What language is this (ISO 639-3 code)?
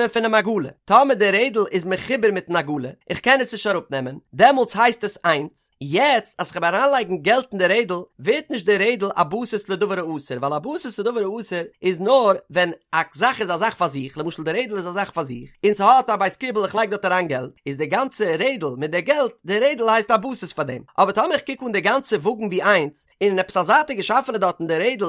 yid